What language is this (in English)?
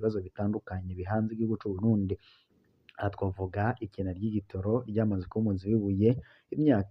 Rundi